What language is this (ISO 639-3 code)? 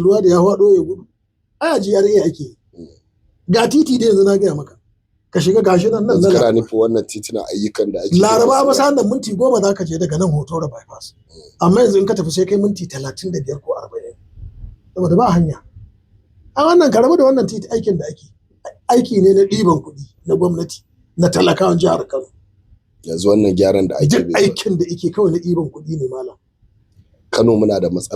hau